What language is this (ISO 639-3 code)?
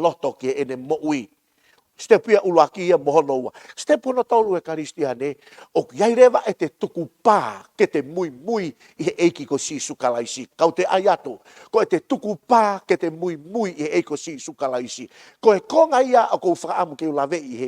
ton